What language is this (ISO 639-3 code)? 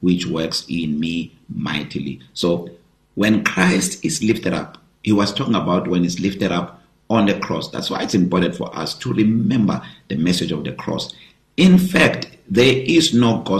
eng